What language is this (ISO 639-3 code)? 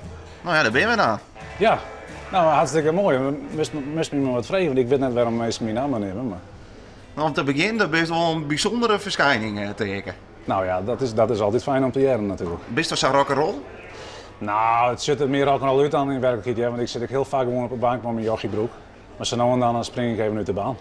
fry